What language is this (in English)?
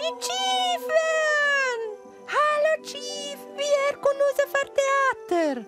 Romansh